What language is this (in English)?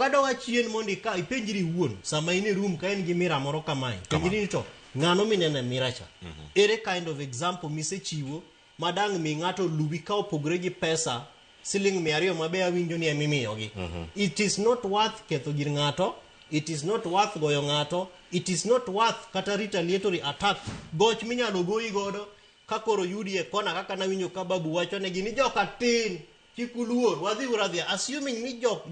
Luo (Kenya and Tanzania)